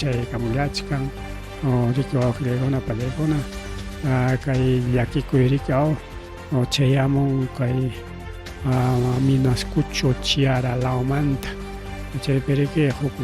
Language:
Ayacucho Quechua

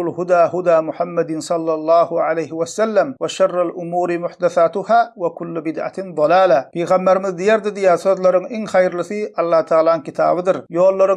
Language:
Turkmen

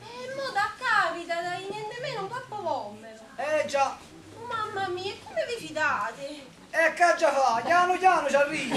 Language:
Neapolitan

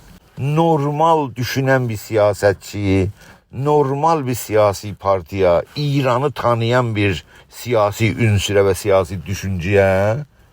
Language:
South Azerbaijani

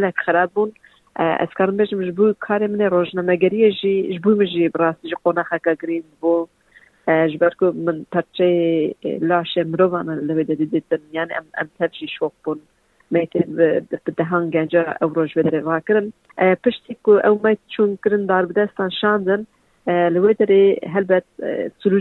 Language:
Kurdish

